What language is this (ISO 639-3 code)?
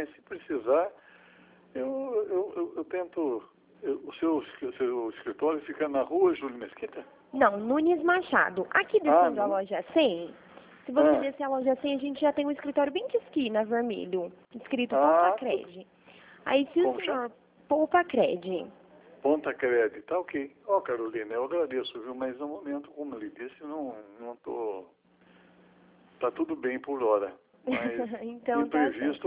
por